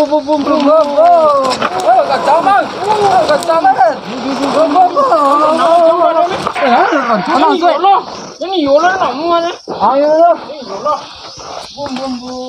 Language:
Minangkabau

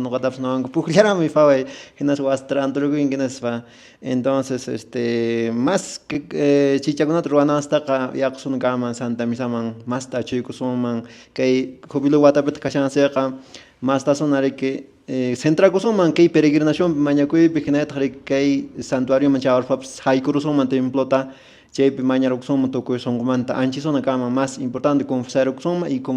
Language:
Quechua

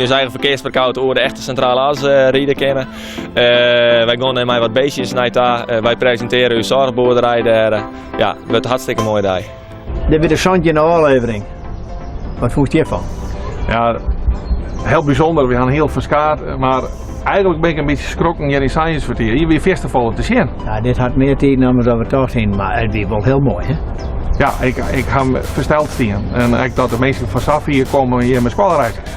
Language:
Western Frisian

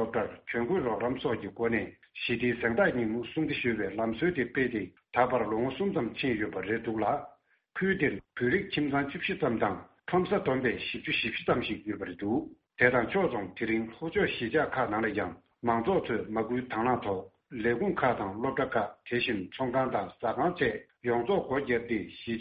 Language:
Tibetan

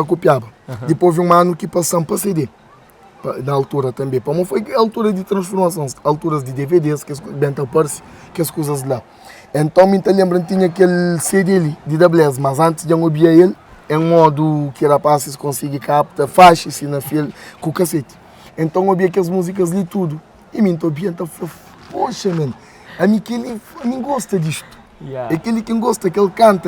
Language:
Kabuverdianu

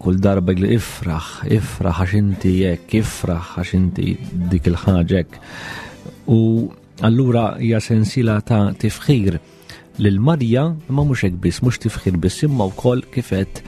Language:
Maltese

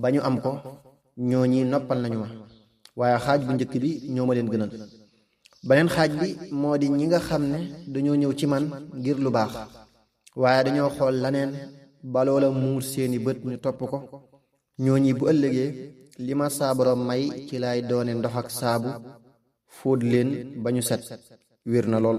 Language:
Wolof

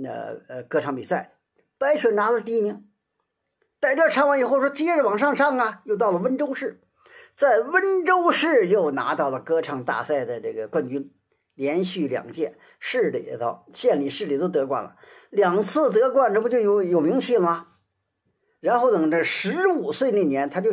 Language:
Chinese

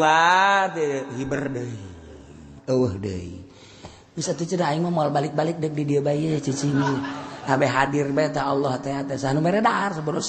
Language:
Sundanese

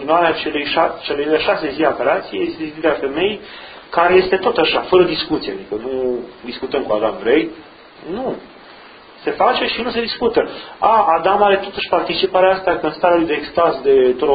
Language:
Romanian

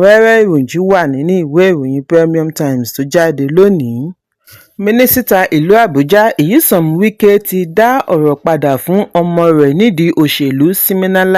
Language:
Yoruba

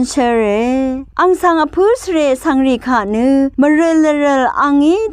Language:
Rawang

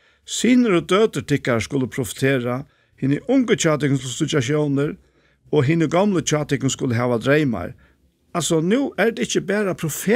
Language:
Faroese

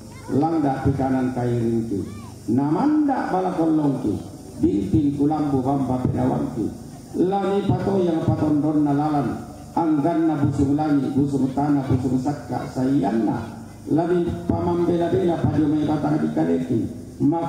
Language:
Toraja-Sa'dan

